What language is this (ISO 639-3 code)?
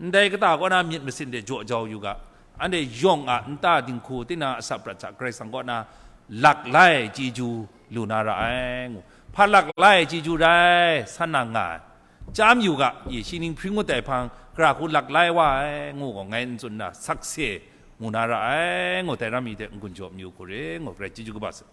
kac